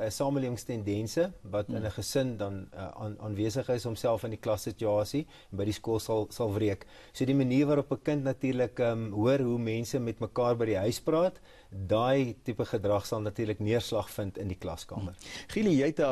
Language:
Afrikaans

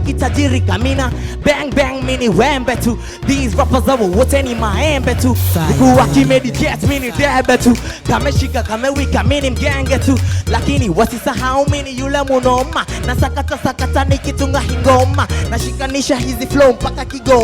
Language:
Meru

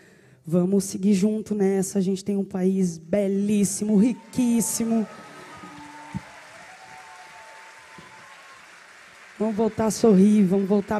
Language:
Portuguese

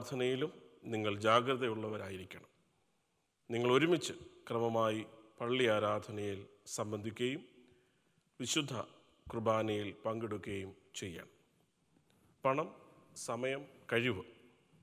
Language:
Malayalam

